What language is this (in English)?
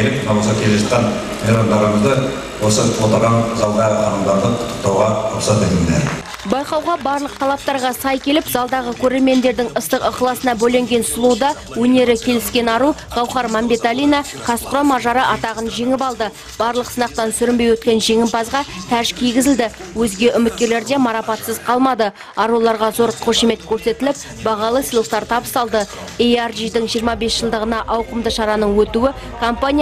Kazakh